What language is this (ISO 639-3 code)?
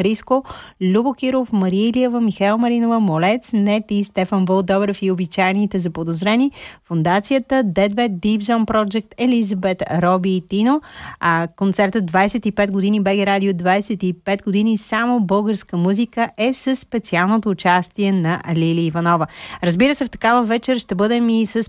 bul